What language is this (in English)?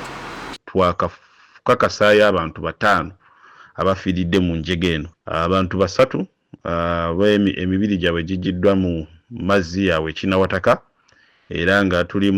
Ganda